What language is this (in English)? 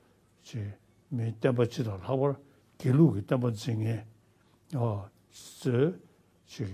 Tibetan